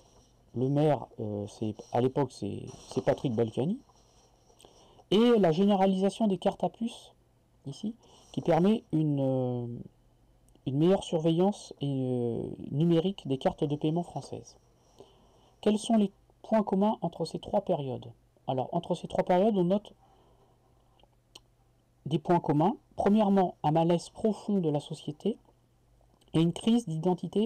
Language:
French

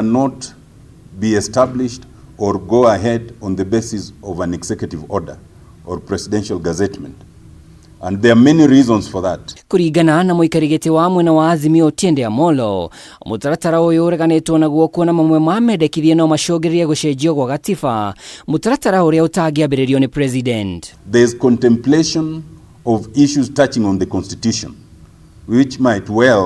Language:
Kikuyu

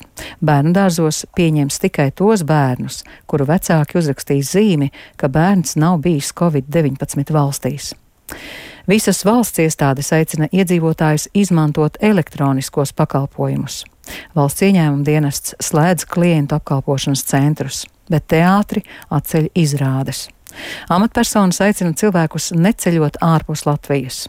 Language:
Latvian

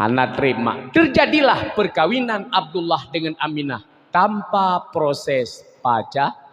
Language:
Achinese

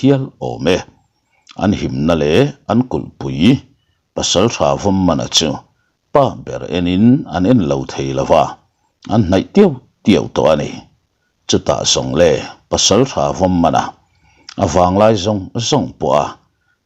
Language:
Mizo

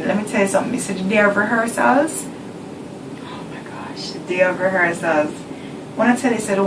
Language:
Jamaican Creole English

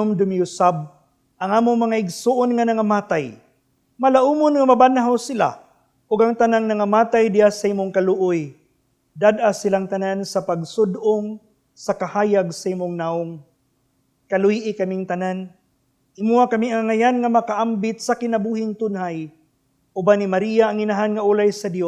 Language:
Cebuano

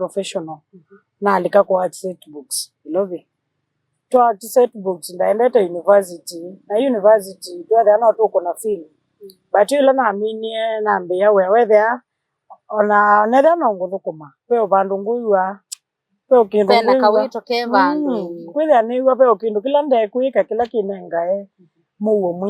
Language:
Kamba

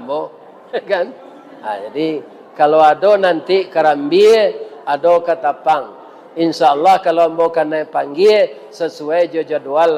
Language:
Minangkabau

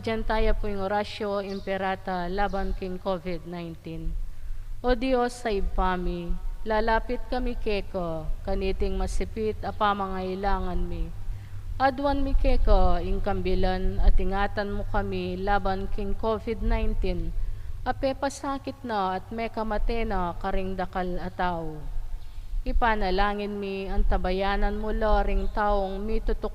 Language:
Pampanga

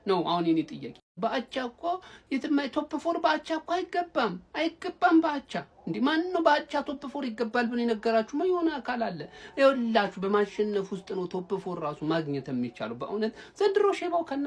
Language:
Amharic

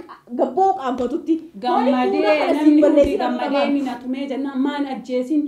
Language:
Oromo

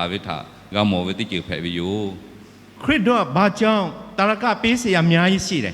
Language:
Lahu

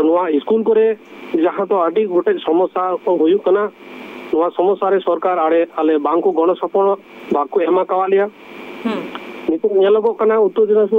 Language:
Santali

